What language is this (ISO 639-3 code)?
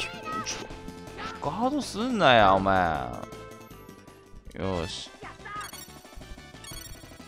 jpn